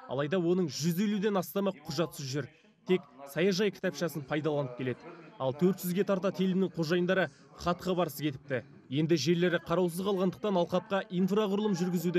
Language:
Kazakh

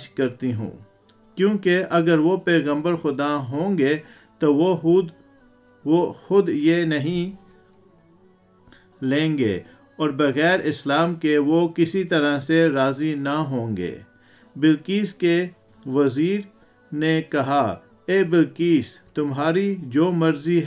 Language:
Urdu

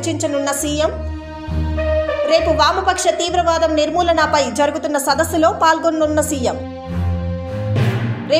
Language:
Telugu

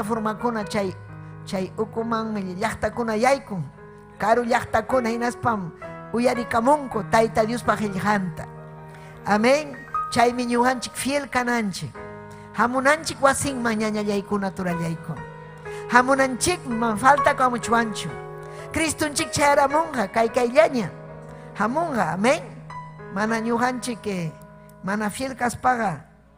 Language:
Ayacucho Quechua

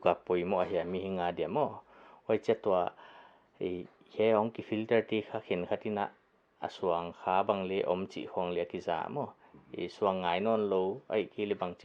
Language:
Paite Chin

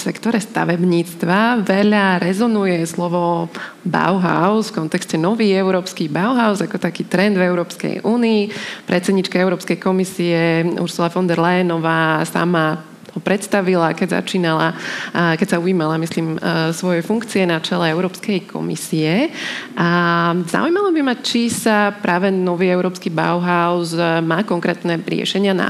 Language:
Slovak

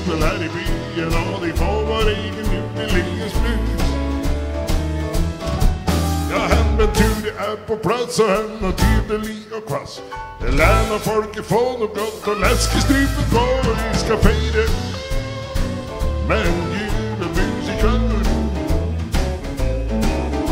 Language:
Norwegian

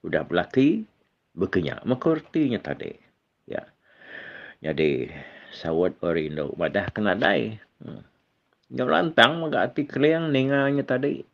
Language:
Iban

